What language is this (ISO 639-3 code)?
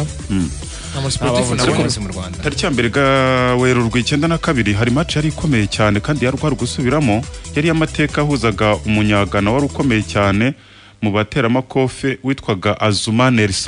kin